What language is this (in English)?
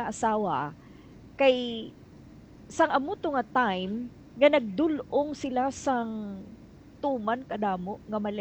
Hiligaynon